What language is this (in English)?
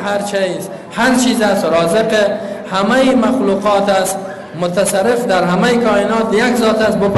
Persian